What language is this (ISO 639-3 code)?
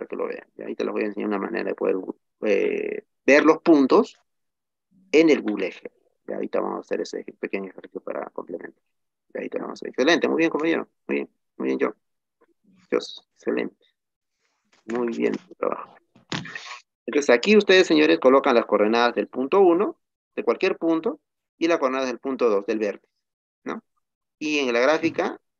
spa